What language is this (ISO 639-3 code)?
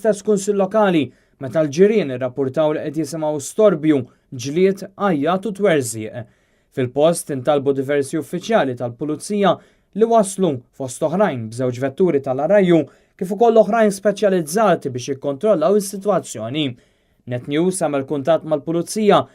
mlt